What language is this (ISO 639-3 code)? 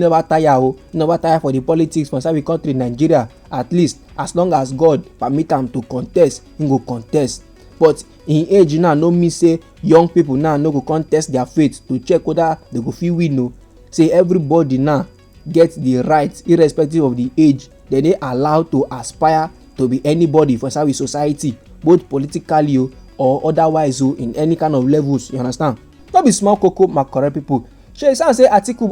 pcm